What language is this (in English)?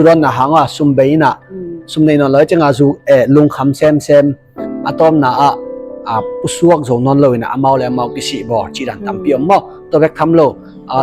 Tedim Chin